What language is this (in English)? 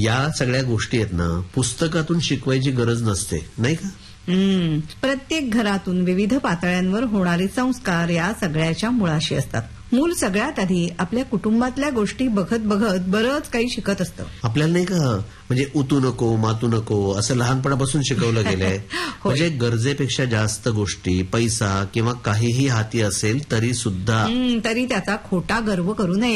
Marathi